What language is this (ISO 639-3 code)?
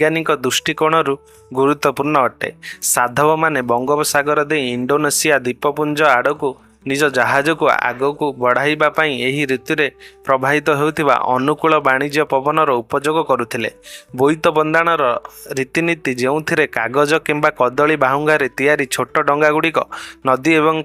ori